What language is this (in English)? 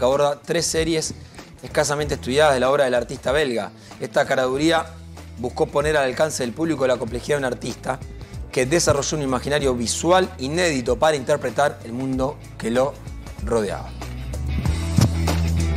Spanish